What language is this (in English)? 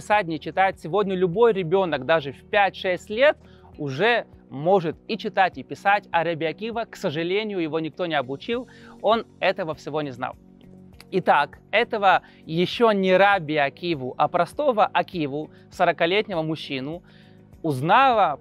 Russian